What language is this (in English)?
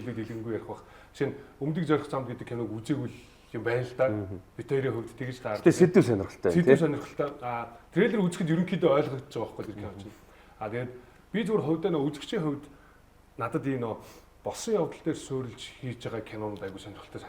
Mongolian